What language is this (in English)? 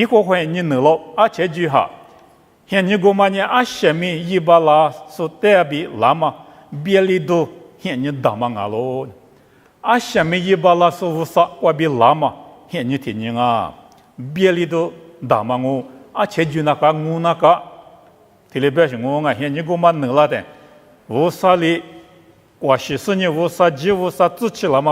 Lisu